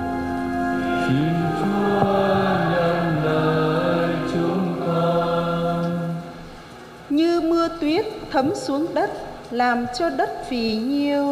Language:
Vietnamese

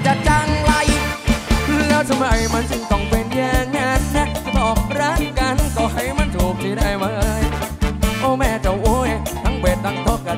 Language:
Thai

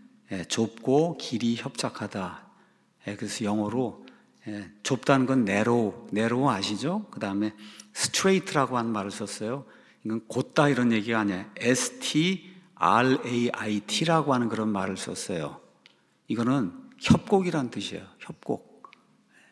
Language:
Korean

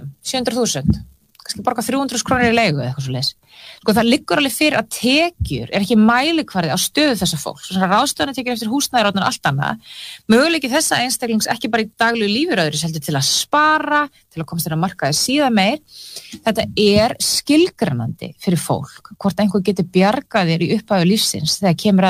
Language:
Icelandic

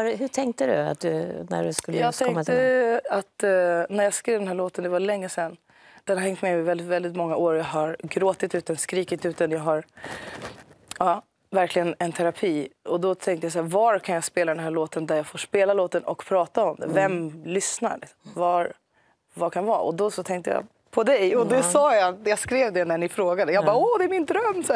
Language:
Swedish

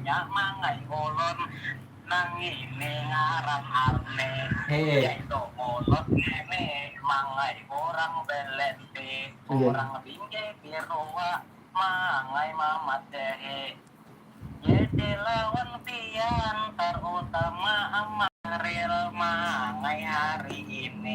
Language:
Banjar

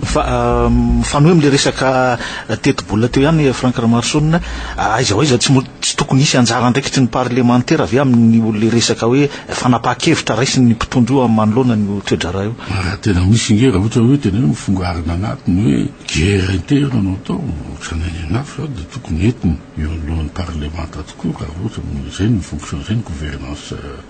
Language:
Malagasy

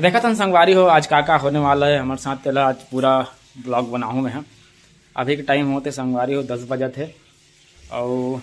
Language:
Chhattisgarhi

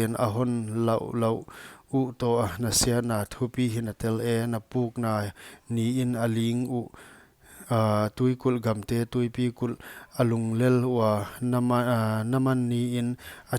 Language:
Paite Chin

